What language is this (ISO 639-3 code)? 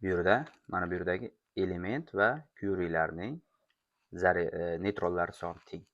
uzb